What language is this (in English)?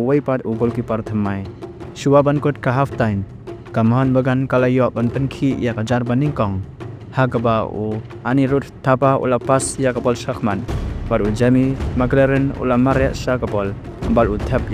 Khasi